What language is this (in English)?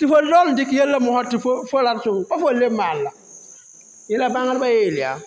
Mossi